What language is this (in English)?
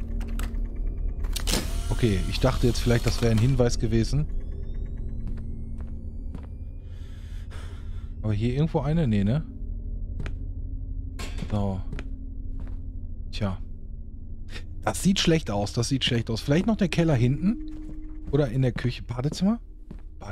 German